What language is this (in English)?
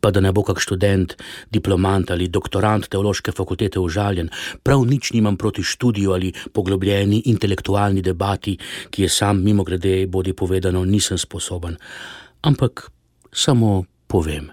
Slovenian